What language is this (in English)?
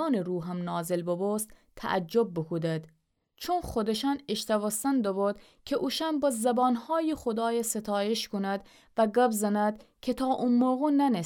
Gilaki